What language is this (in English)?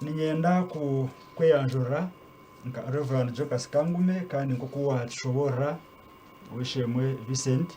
Nyankole